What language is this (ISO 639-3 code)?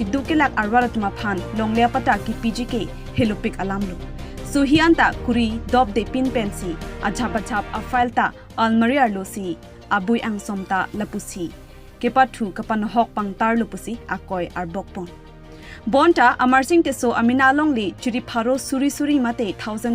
mjw